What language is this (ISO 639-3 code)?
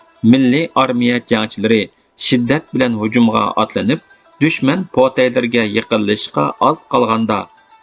uig